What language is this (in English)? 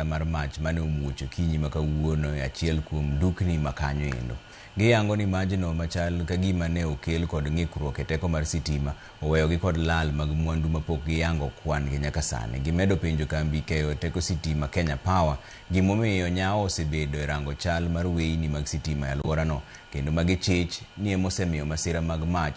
Luo (Kenya and Tanzania)